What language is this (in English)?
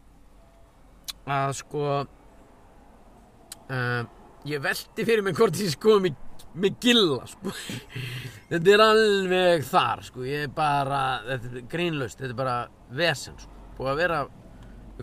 Icelandic